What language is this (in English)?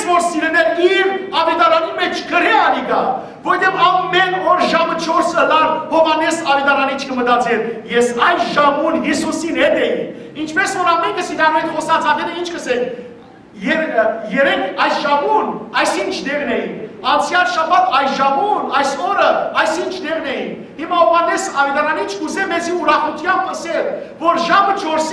Western Armenian